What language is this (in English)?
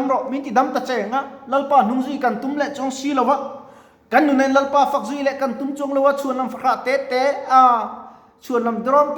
Mizo